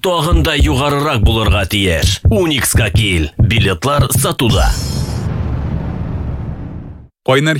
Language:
Tatar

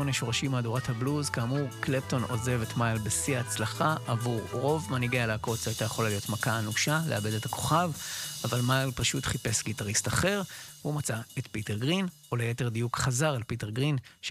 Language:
Hebrew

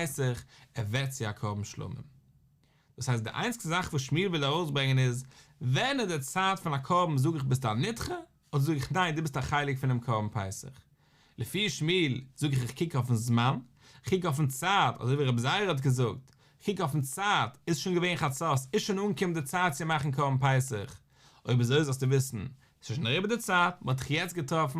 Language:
Yiddish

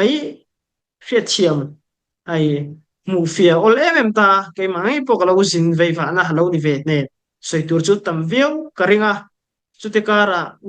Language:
Falam Chin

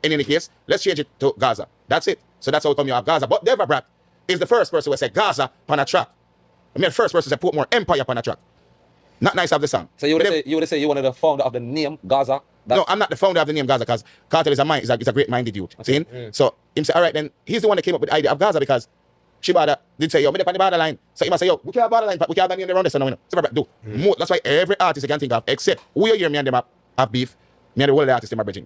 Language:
Jamaican Creole English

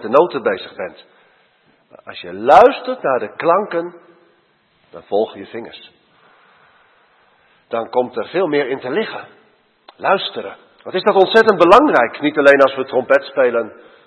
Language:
Dutch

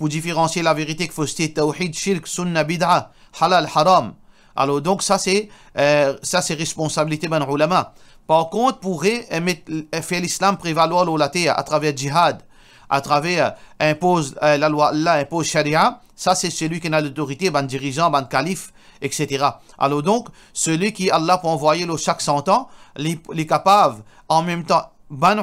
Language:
Morisyen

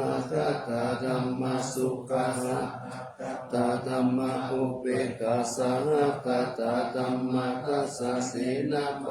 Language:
Pali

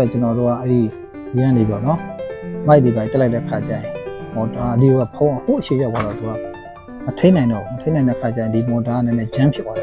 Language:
Burmese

